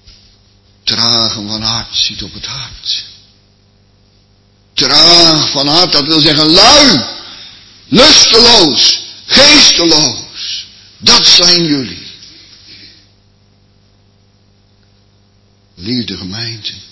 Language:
Dutch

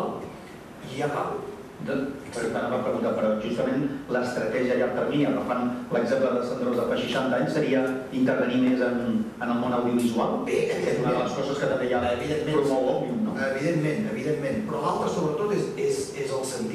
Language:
Catalan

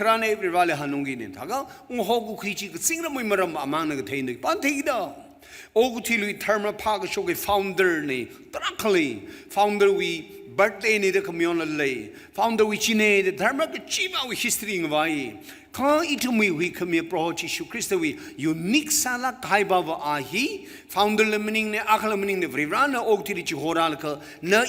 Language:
Tangkhul Naga (India)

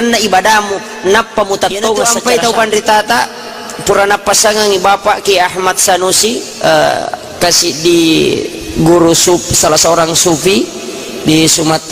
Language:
Buginese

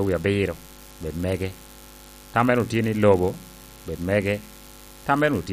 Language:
Lango (Uganda)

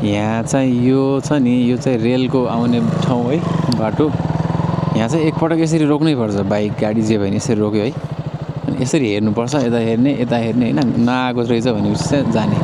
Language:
Nepali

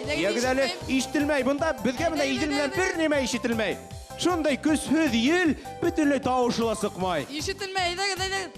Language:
Bashkir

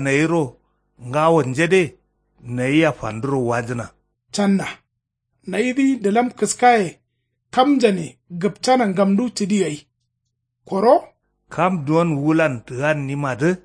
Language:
Kanuri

